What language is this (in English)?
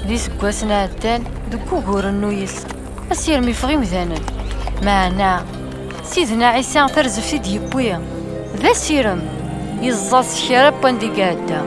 Kabyle